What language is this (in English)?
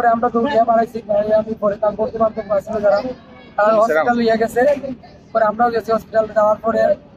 Sylheti